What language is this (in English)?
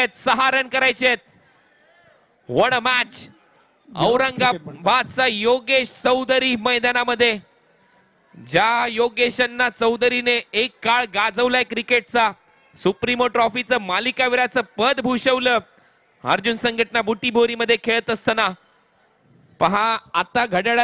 Marathi